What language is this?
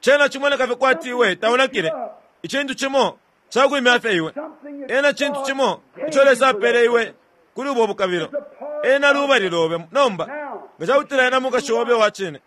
Bemba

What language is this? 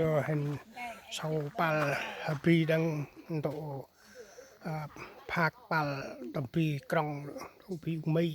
Central Mnong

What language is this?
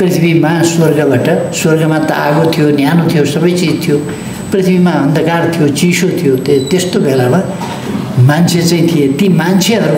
Nepali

